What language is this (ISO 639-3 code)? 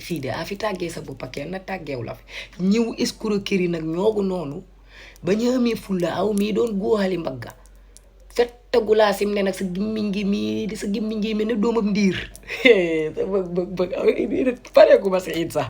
wol